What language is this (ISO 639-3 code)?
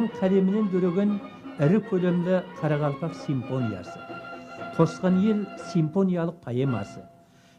kaa